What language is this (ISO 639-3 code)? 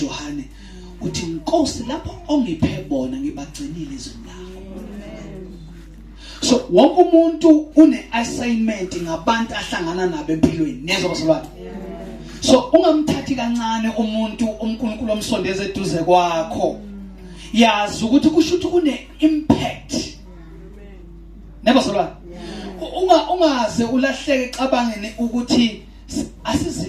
zul